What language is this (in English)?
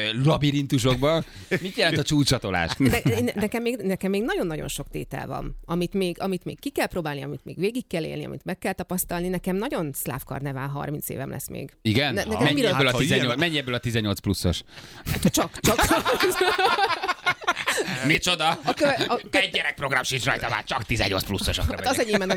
Hungarian